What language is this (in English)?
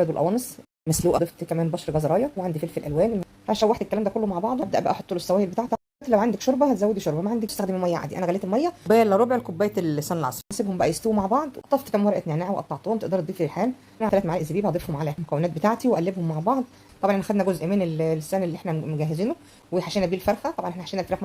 Egyptian Arabic